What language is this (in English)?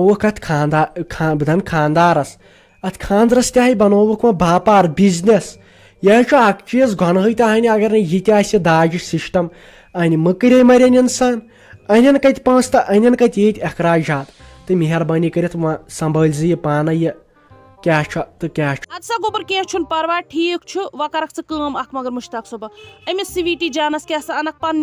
Kashmiri